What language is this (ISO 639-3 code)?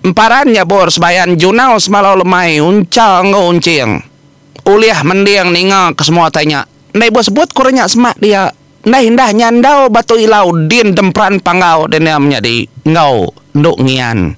iba